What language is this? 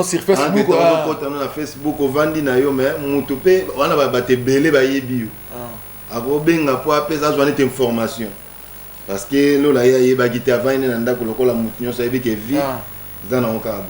Lingala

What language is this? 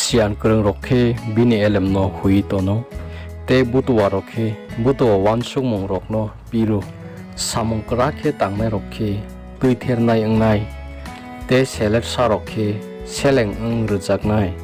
Kok Borok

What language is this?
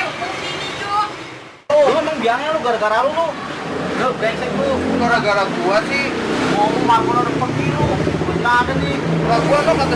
Betawi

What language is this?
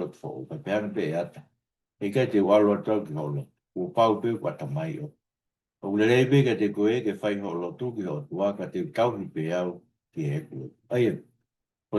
Tongan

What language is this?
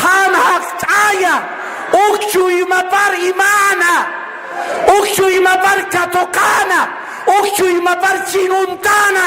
Aymara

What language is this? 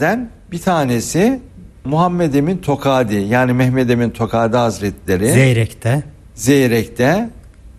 Turkish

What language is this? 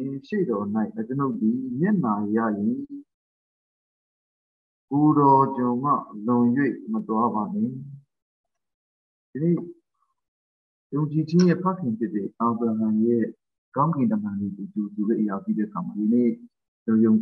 Burmese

